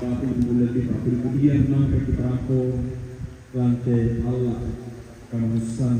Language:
Toraja-Sa'dan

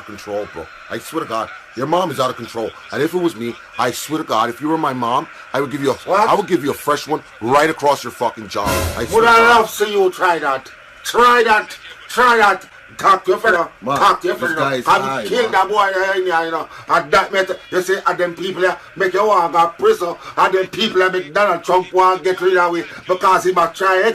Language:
Jamaican Creole English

